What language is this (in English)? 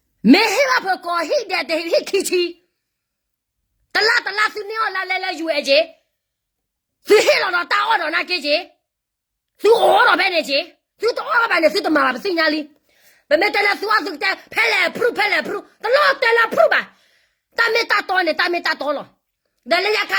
S'gaw Karen